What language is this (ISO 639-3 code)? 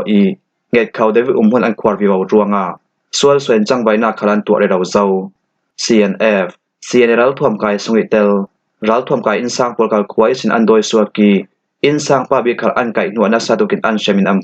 cfm